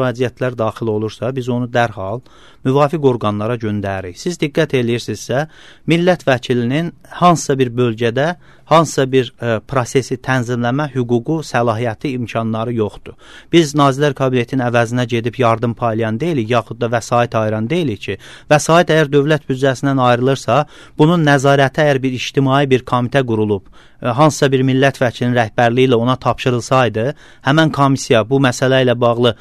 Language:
Azerbaijani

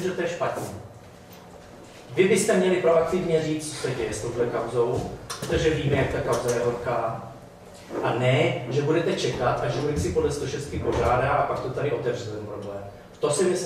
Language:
Czech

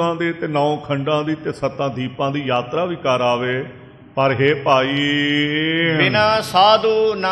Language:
Punjabi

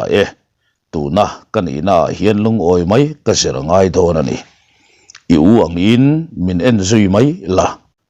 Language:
Mizo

